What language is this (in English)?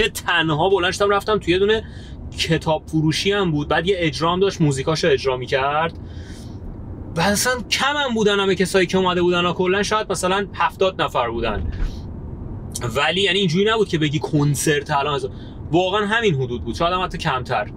Persian